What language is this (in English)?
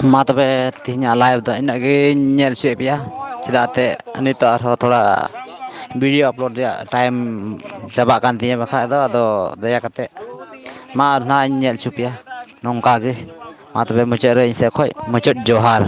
Santali